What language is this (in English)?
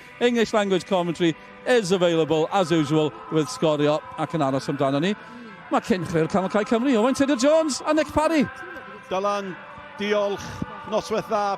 Welsh